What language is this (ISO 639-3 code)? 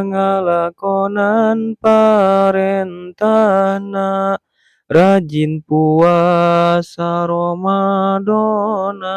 sun